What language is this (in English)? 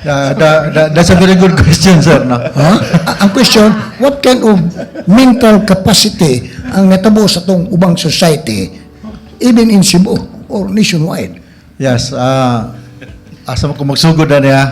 Cebuano